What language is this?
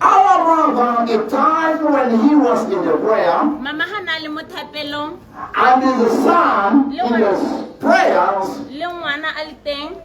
Tswana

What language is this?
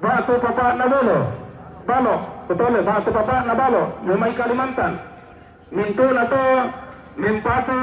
Toraja-Sa'dan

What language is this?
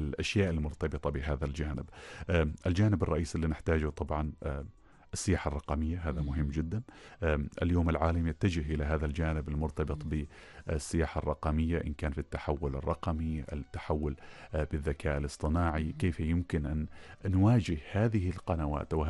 Arabic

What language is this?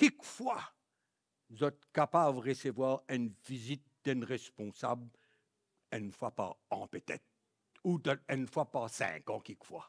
Morisyen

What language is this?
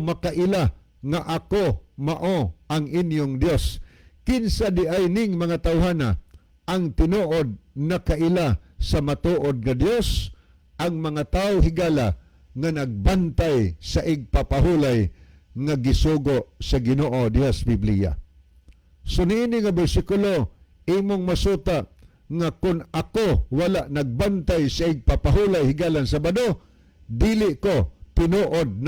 Cebuano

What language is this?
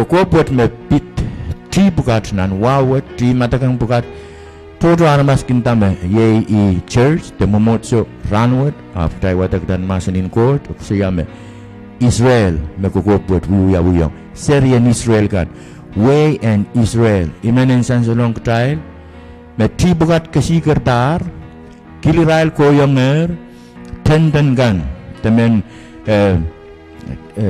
Pohnpeian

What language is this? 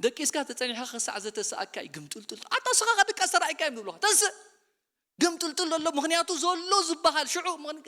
Tigrinya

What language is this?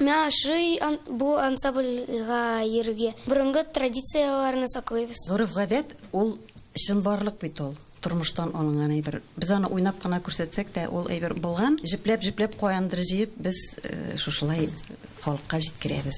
Tatar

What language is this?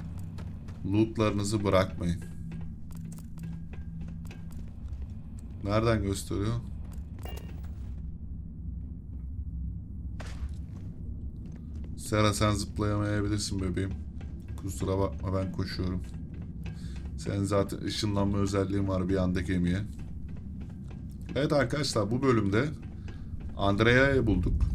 Turkish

